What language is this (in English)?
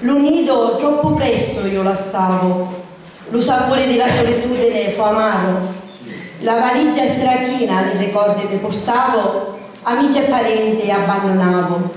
Sicilian